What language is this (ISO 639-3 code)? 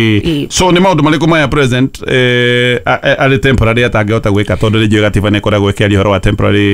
kik